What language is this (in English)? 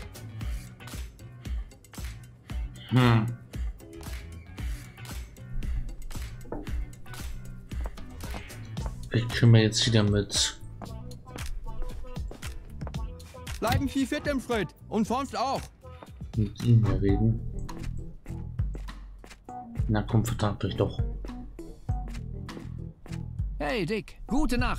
German